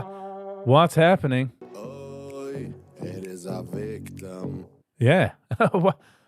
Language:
Yiddish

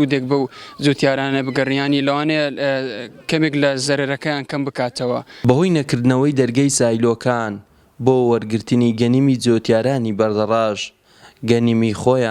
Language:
Central Kurdish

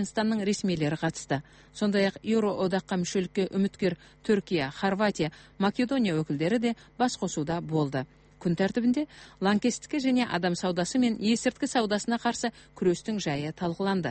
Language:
Kazakh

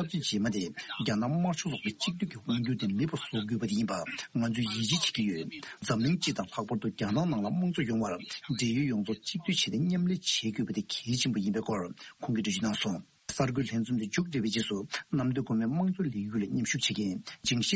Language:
Tibetan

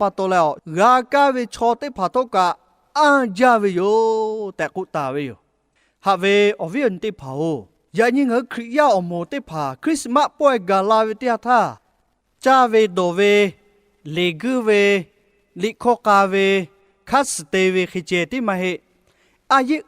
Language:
Lahu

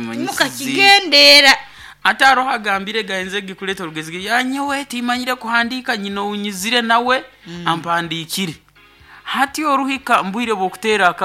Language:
Nyankole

